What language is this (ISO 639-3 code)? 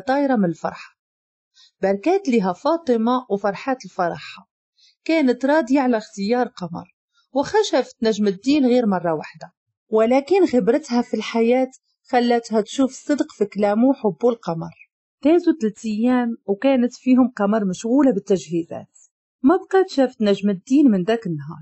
ary